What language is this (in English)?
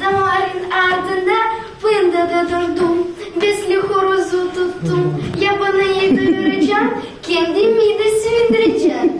Gagauz